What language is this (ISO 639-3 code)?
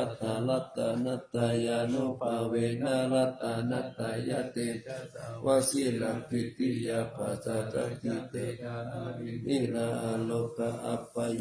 pli